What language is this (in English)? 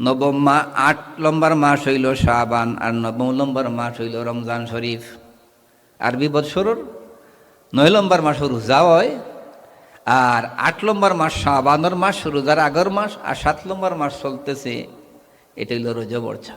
Sylheti